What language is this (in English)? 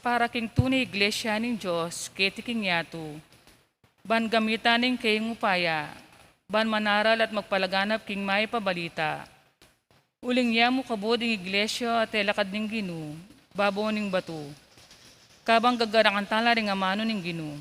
Pampanga